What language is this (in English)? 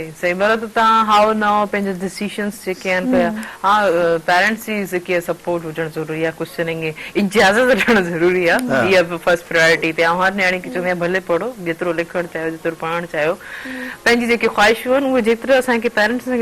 Sindhi